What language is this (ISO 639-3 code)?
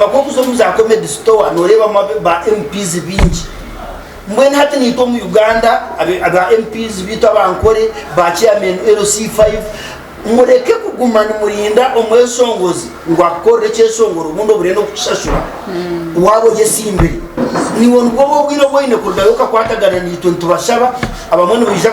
nyn